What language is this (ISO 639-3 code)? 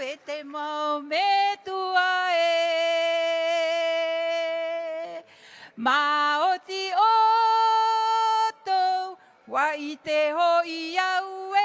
tah